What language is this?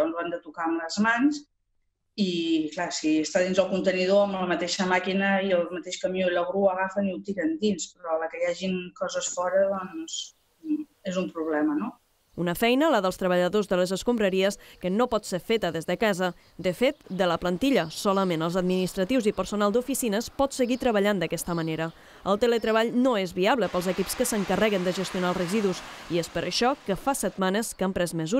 Catalan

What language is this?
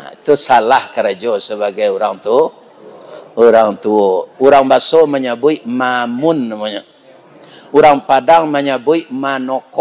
Minangkabau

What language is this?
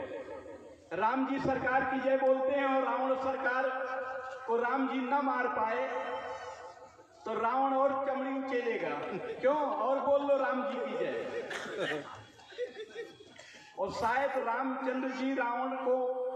Hindi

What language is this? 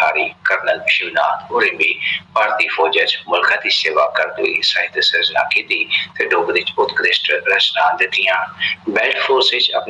Dogri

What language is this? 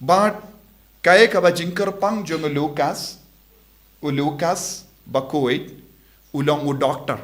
Khasi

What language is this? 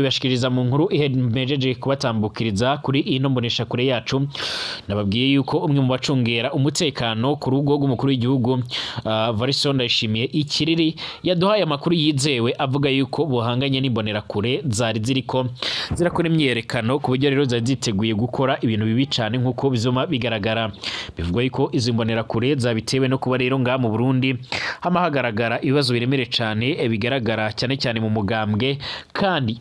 Rundi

